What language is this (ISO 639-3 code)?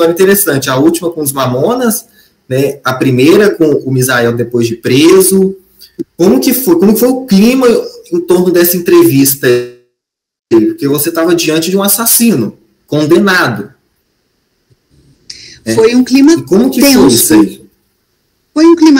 por